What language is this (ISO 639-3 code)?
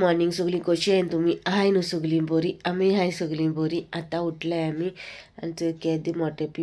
kok